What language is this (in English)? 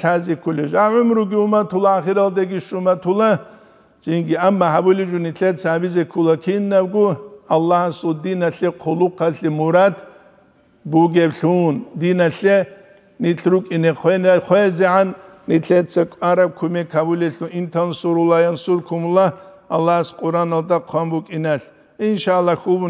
Avaric